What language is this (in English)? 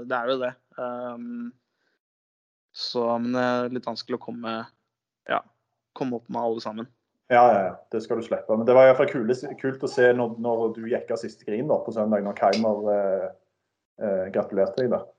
Norwegian